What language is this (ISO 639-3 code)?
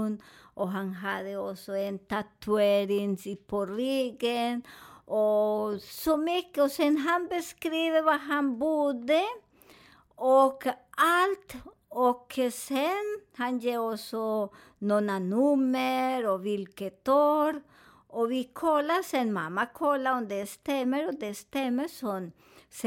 swe